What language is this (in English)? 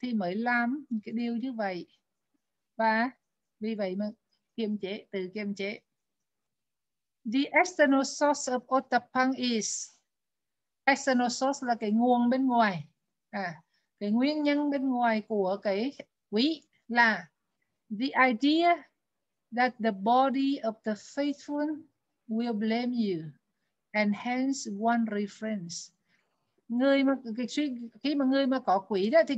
Vietnamese